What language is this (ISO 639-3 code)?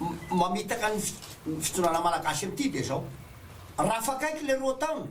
mlg